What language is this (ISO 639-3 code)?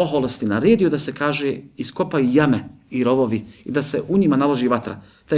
bos